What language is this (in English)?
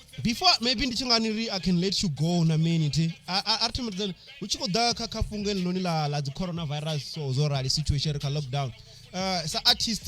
Venda